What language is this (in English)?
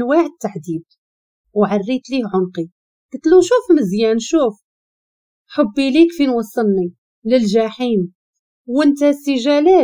Moroccan Arabic